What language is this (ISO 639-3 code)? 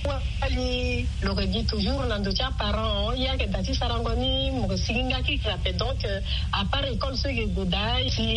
sag